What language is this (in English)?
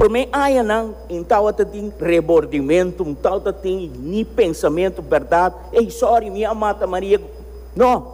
Papiamento